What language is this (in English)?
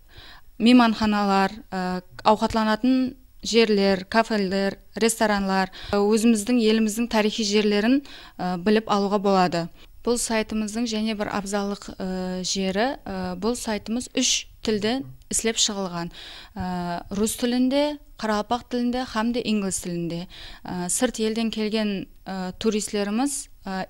Kara-Kalpak